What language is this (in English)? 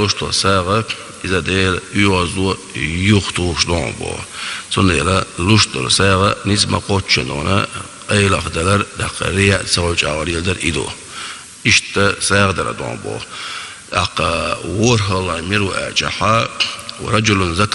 Chechen